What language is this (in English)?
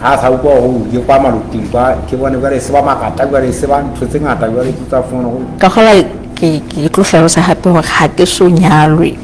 Southern Sotho